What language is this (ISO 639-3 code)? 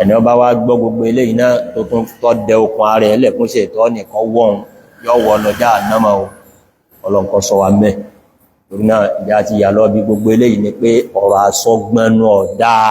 yor